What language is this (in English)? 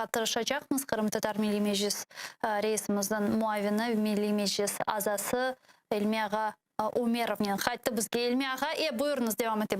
Crimean Tatar